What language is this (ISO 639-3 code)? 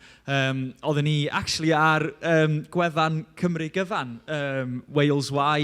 cym